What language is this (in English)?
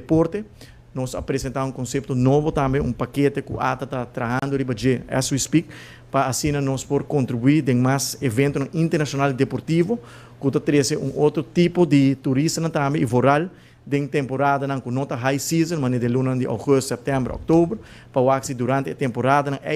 Papiamento